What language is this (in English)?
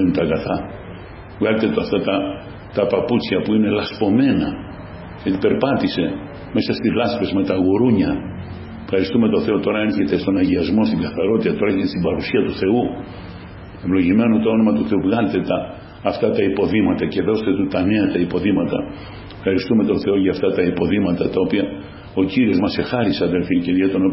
Greek